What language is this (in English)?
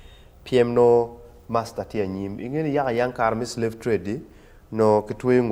Acoli